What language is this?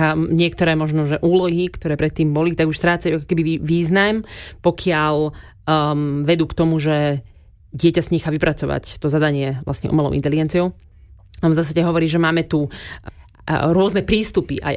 Slovak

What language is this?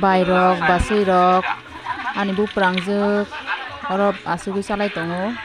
Kok Borok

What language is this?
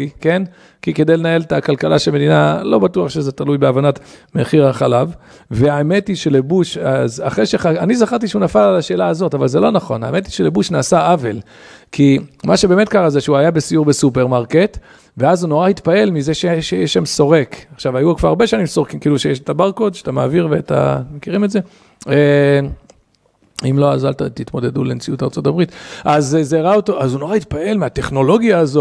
Hebrew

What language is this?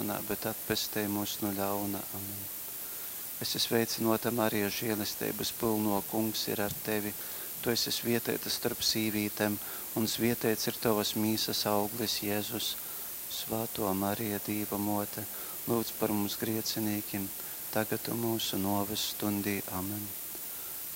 Latgalian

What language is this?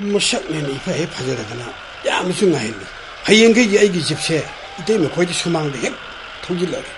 Manipuri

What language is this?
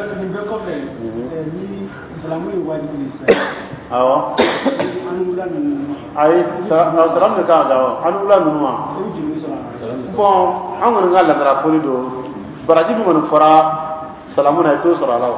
Dyula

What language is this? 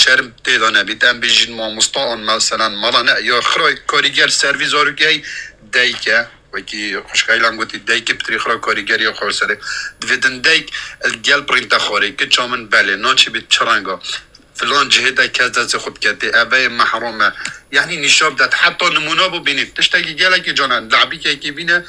Kurdish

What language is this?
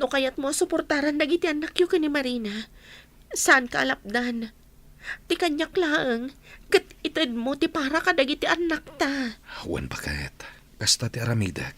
Iloko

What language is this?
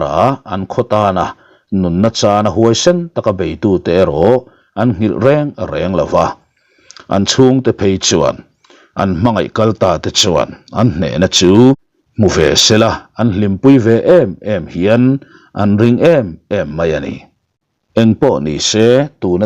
Mizo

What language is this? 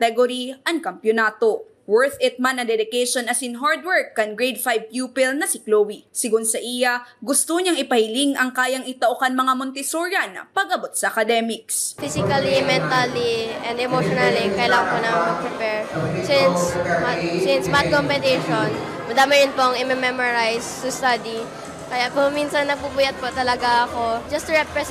Bikol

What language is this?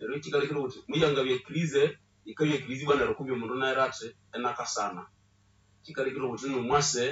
Nande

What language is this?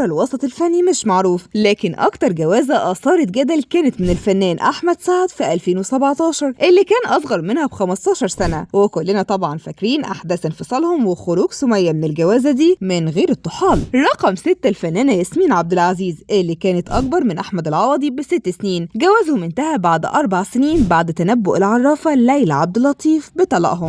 Egyptian Arabic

